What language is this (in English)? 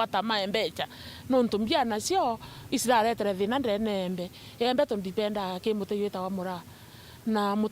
Meru